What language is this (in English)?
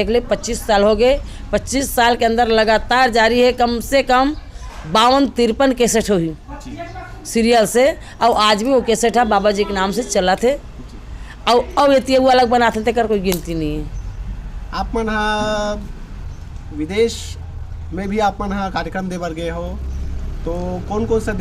Chhattisgarhi